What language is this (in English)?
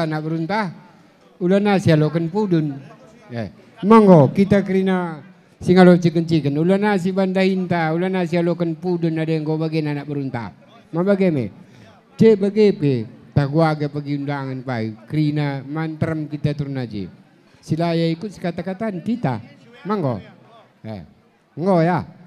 Batak Karo